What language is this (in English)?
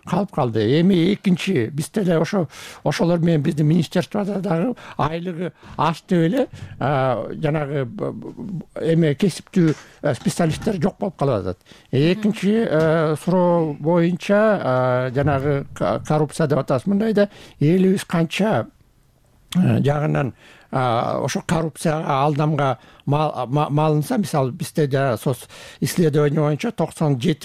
Kyrgyz